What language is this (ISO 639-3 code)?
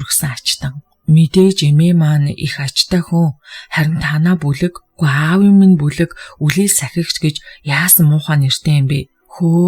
mon